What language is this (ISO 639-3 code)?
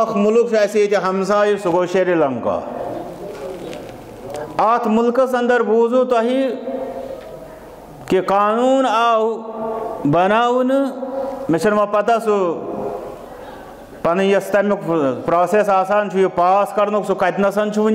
kas